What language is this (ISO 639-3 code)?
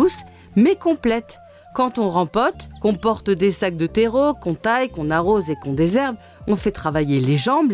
fra